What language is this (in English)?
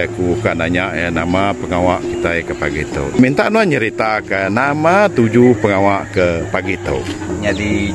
Iban